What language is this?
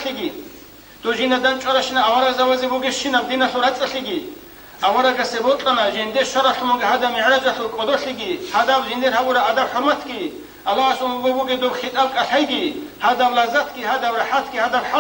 Avaric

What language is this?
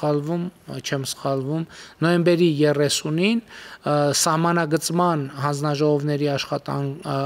Armenian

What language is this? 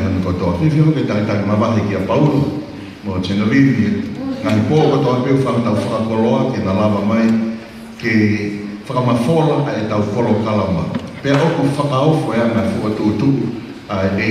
Tongan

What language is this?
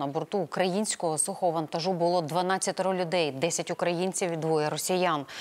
Ukrainian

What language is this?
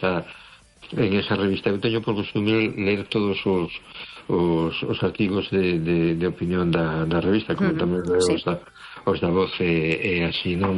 Galician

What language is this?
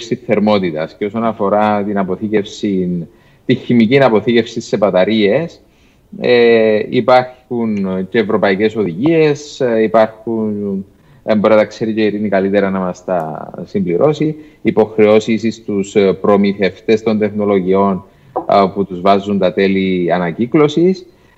Greek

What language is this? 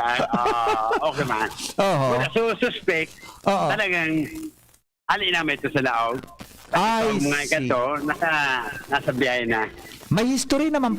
Bikol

